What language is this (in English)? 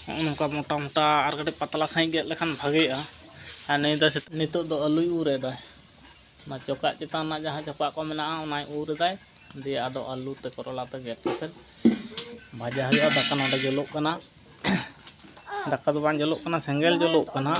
Santali